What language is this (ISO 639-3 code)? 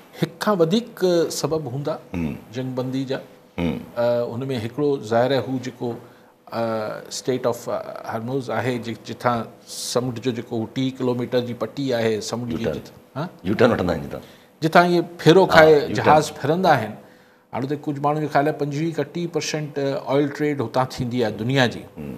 snd